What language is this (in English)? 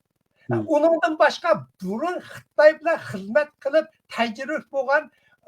Uyghur